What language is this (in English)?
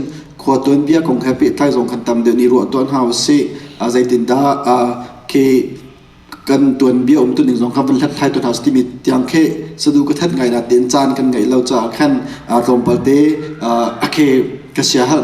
Hakha Chin